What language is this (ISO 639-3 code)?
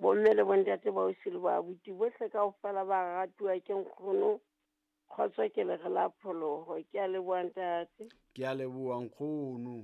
sot